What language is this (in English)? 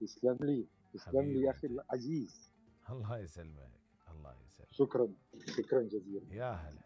Mesopotamian Arabic